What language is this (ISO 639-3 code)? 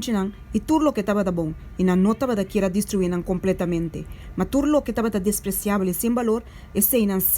pap